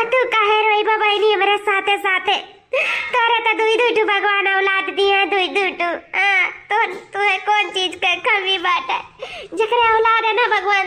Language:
Awadhi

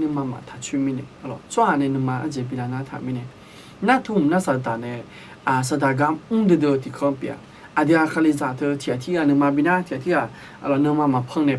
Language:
Akha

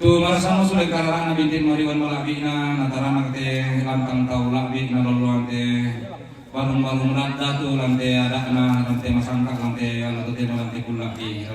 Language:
Toraja-Sa'dan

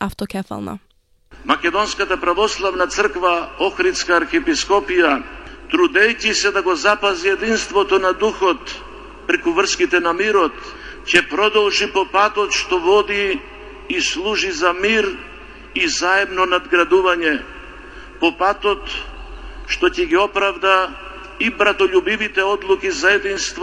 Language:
Macedonian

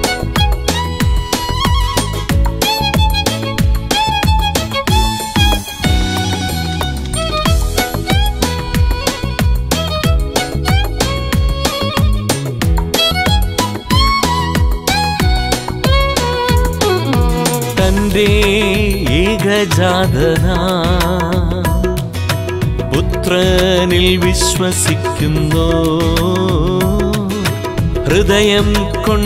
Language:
Malayalam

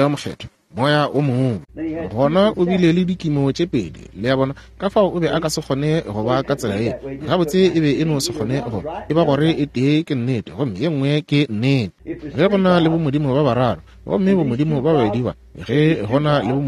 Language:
Northern Sotho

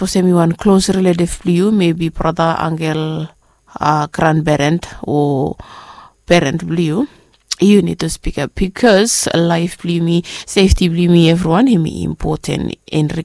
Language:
Bislama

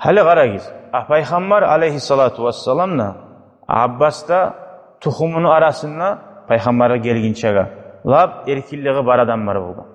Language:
Kumyk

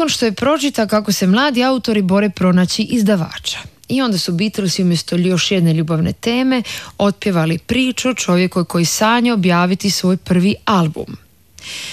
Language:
Croatian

